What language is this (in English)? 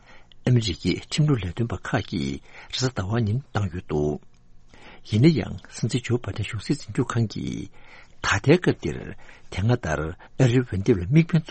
Tibetan